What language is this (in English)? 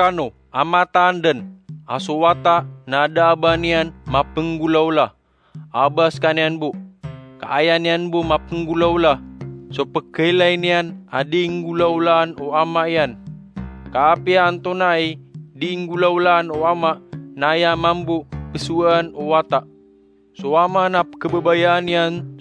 Maranao